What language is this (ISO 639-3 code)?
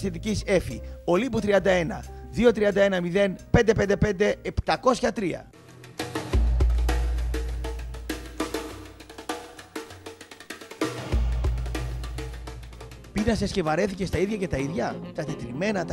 ell